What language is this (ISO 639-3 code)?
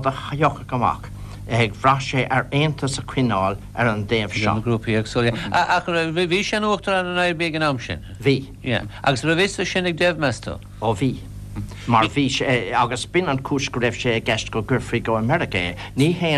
gle